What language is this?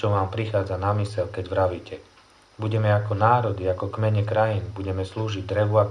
Slovak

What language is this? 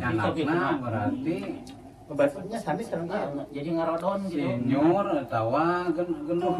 Sundanese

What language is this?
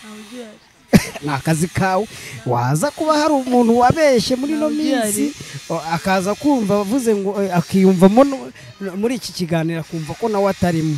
Kinyarwanda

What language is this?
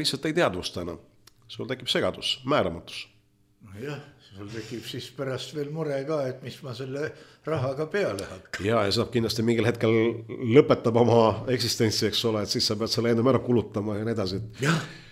Estonian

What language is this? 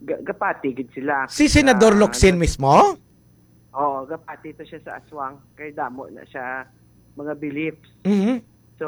Hiligaynon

